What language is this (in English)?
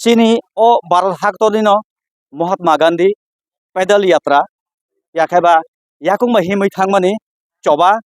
Kok Borok